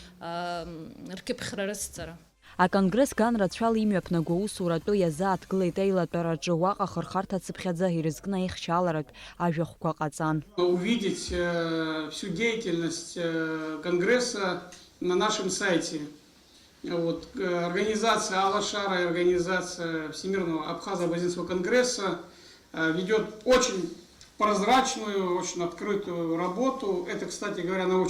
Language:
Abkhazian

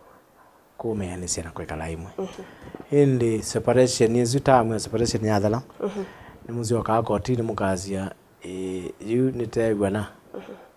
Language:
Kamba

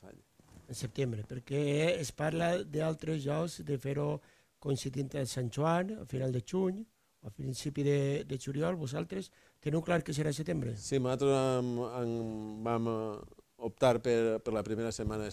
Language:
Catalan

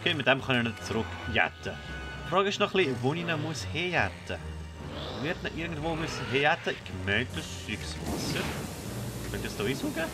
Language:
Swiss German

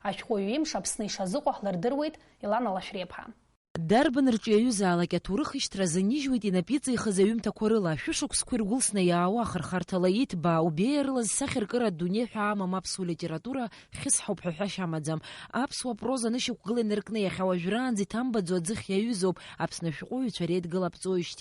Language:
Abkhazian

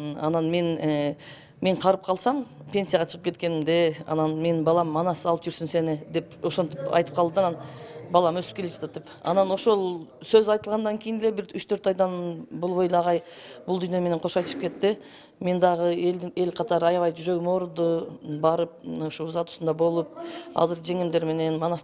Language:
Kyrgyz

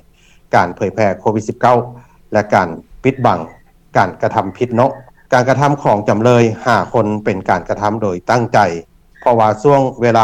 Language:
Lao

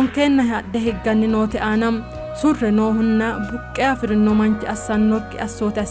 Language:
Sidamo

